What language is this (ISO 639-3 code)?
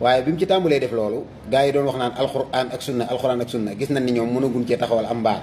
wol